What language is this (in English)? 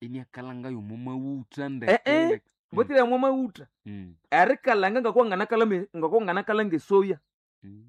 Nande